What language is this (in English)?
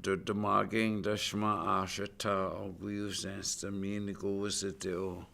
Chippewa